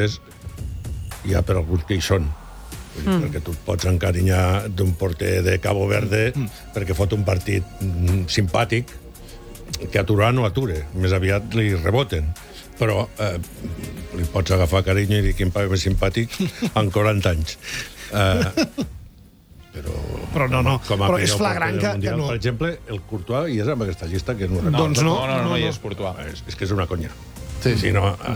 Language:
Catalan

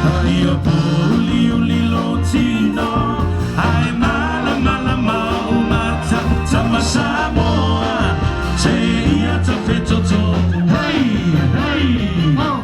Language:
Samoan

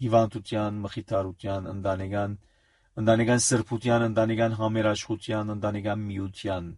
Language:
Armenian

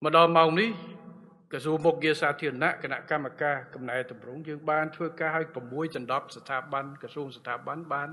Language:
Khmer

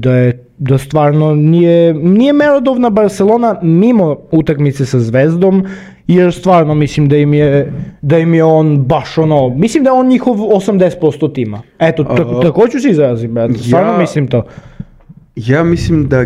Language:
Serbian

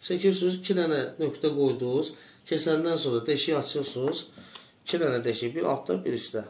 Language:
Azerbaijani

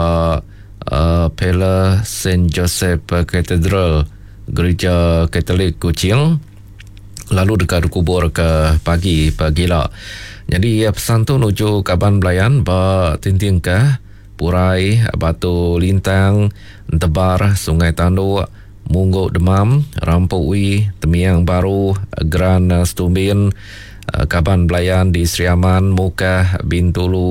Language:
Iban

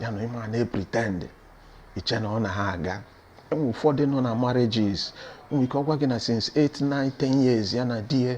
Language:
Igbo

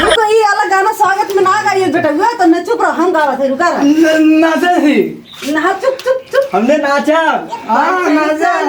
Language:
Awadhi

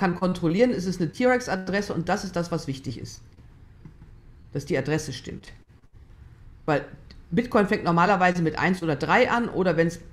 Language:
German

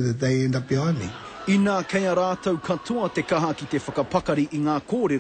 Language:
Māori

